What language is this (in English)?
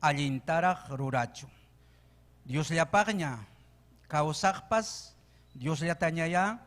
Ayacucho Quechua